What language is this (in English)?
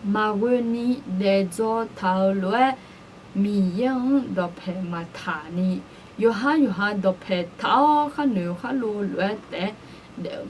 Akha